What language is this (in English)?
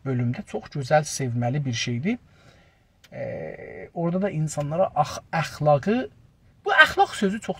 South Azerbaijani